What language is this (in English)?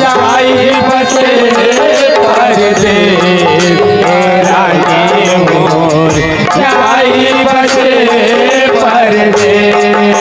Chhattisgarhi